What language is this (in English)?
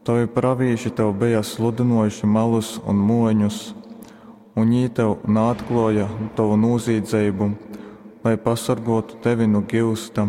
Latgalian